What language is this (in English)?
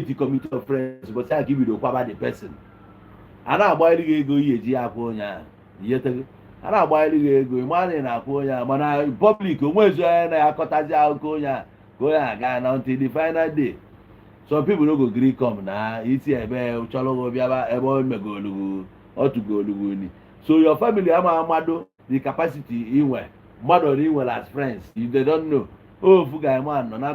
Igbo